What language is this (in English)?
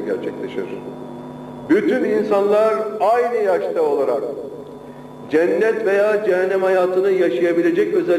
Turkish